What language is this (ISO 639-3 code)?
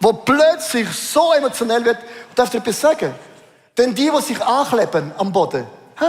gsw